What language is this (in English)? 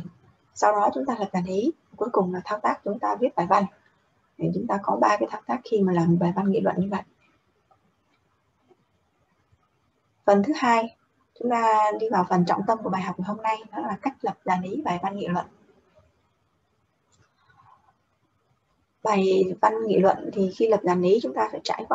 Vietnamese